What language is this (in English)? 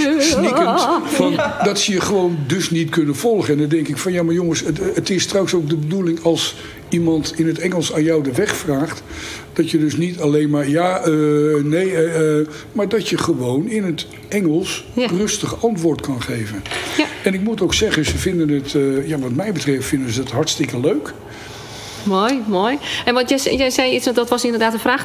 Dutch